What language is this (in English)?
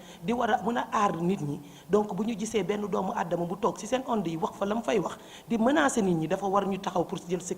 Wolof